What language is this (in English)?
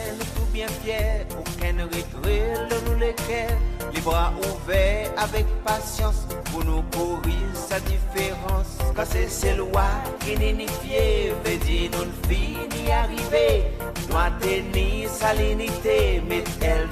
Seselwa Creole French